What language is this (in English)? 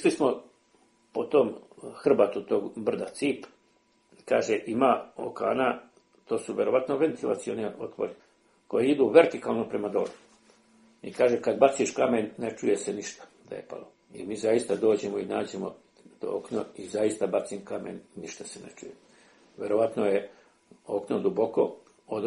Serbian